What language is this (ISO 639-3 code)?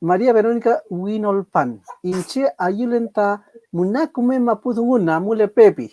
arn